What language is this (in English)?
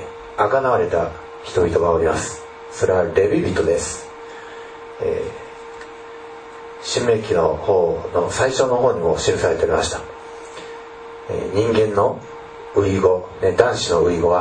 Japanese